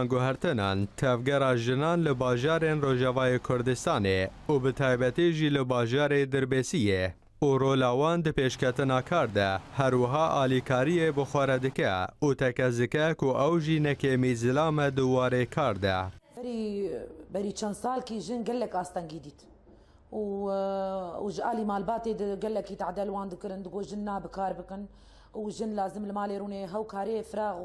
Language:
Kurdish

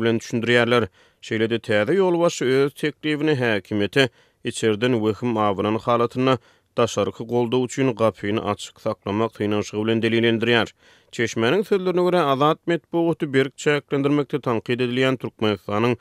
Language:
Turkmen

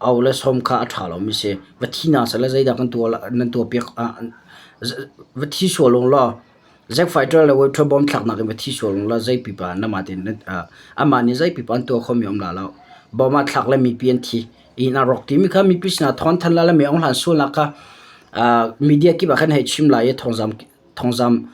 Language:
Hakha Chin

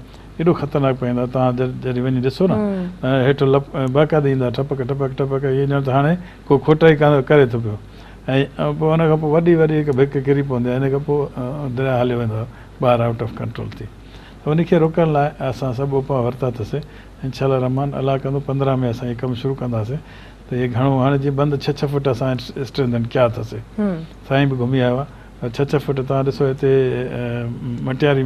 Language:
Sindhi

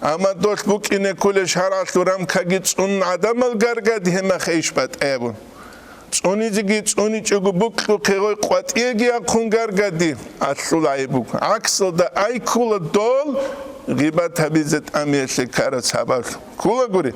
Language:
Avaric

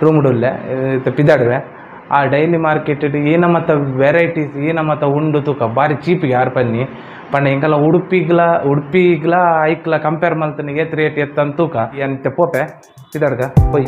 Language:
Tulu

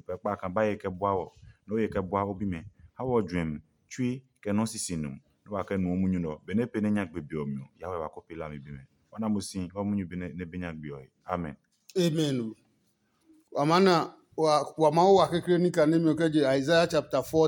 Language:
Adangme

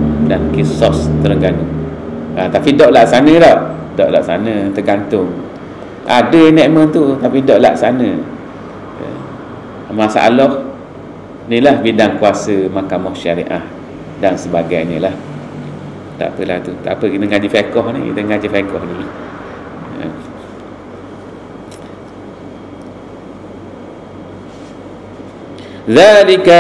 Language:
Malay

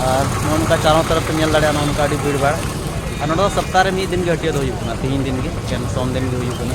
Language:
Santali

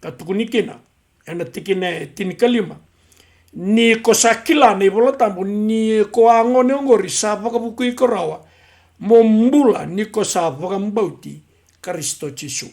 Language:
Fijian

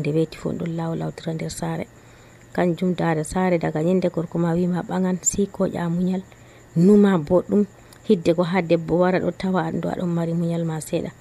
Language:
Nigerian Fulfulde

